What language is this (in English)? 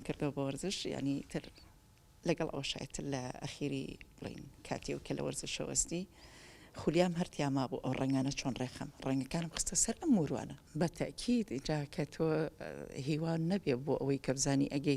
Central Kurdish